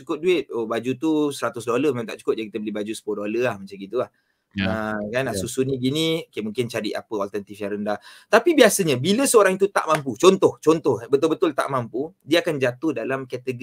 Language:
Malay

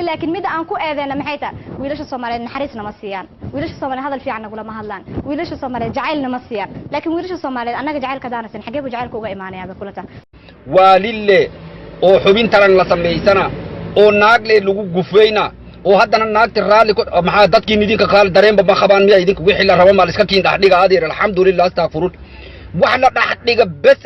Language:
Somali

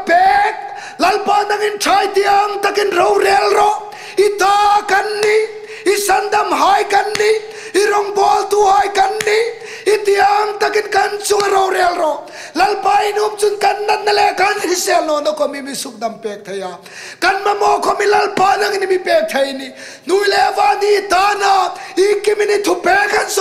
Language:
Hmar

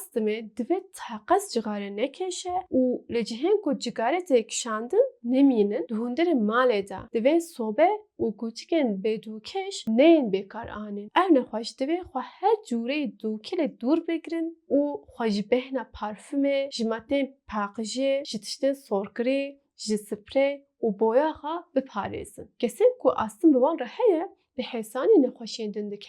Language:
Kurdish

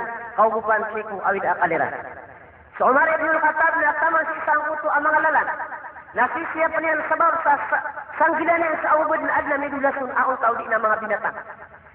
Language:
Maranao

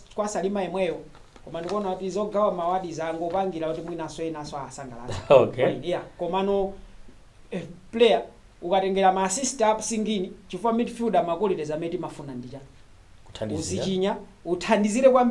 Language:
Nyanja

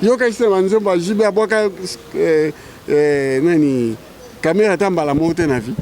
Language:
Lingala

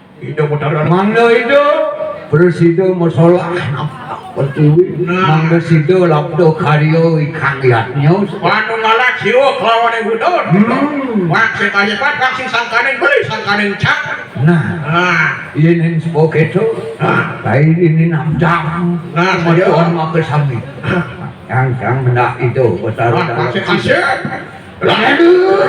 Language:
Balinese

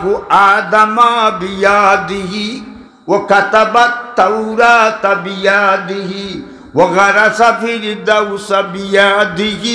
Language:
Sylheti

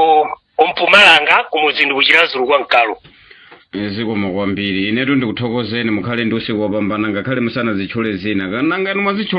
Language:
Nyanja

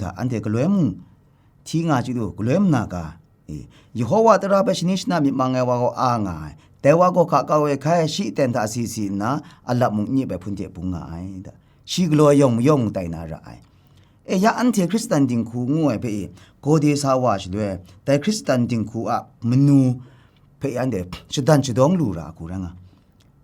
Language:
Kachin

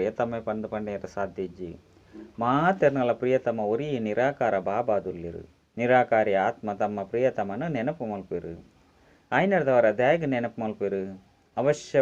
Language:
Tulu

